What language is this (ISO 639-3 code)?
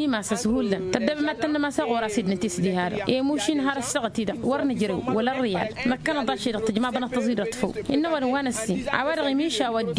taq